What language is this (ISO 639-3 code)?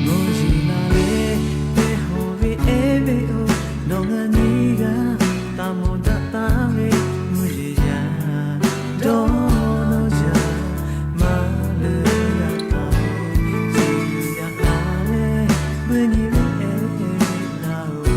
lhu